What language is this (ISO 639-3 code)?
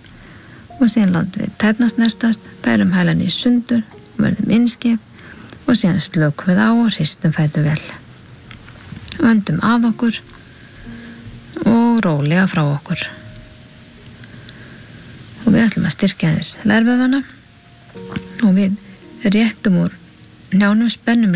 isl